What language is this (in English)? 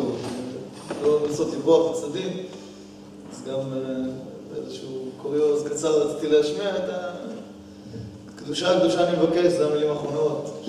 Hebrew